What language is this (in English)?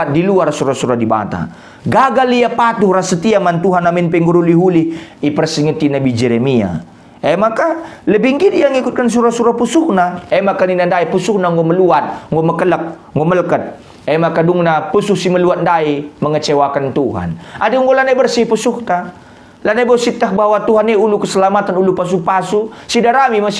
Batak Karo